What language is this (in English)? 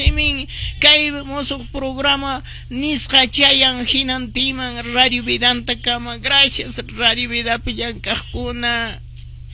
Quechua